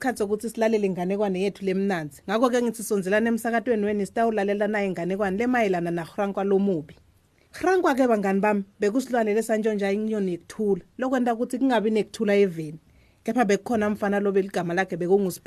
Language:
Swati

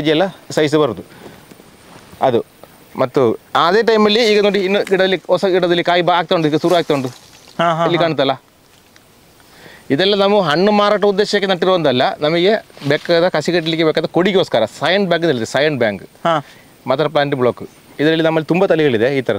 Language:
Kannada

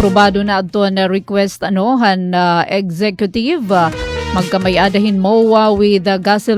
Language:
Waray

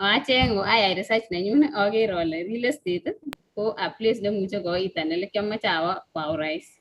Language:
Kalenjin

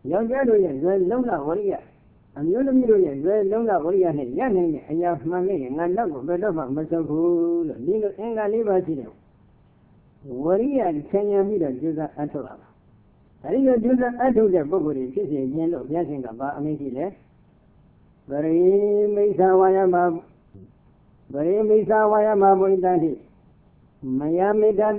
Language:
Burmese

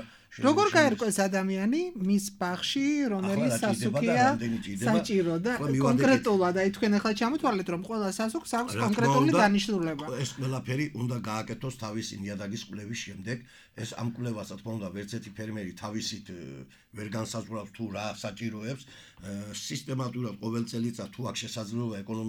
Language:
Georgian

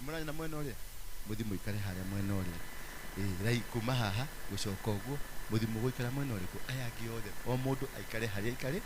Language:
Kikuyu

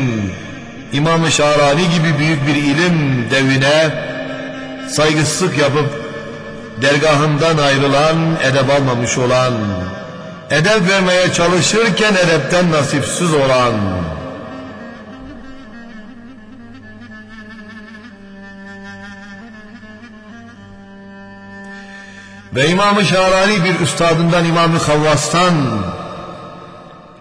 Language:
Turkish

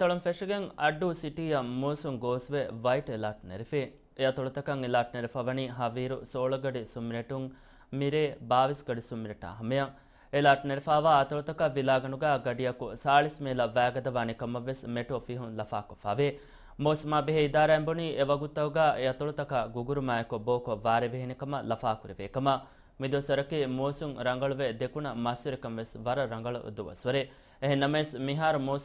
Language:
Divehi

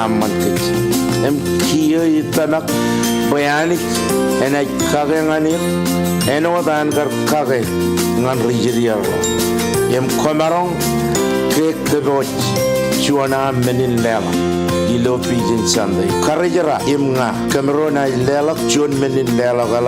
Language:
Marshallese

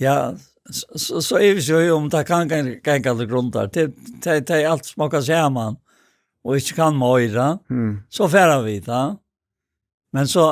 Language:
Faroese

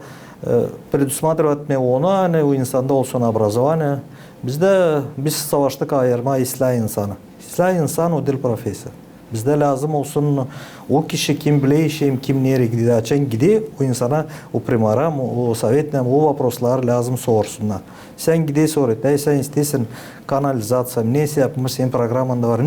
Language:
Gagauz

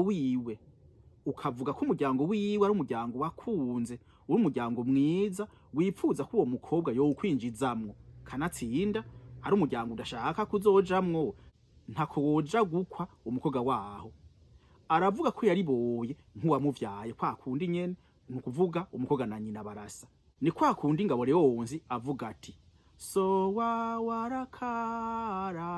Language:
Rundi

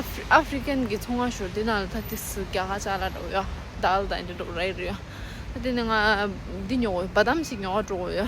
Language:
Tibetan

